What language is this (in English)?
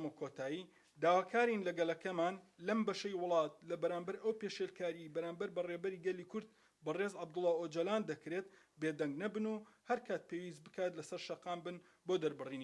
Central Kurdish